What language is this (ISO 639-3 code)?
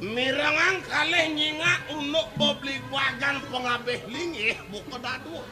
ban